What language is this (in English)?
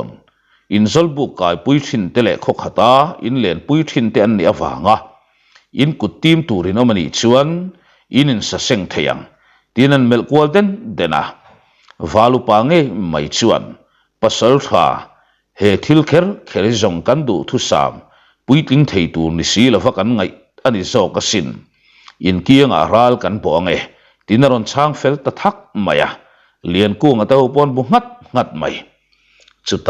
Mizo